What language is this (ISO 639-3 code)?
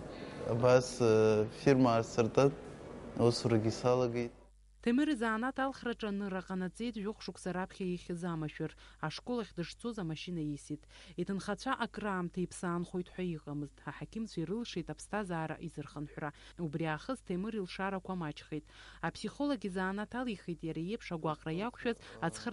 abk